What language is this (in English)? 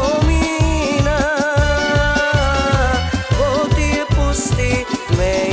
Macedonian